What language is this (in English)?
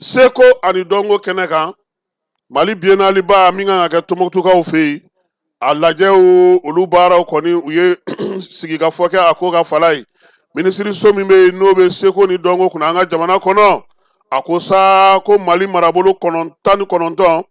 Bambara